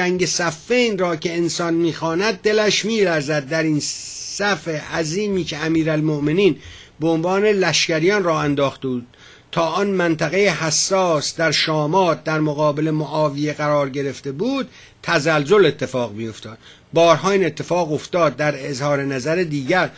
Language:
Persian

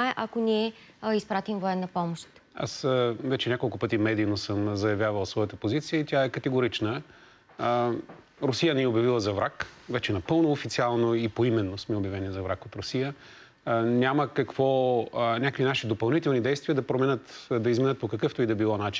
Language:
Bulgarian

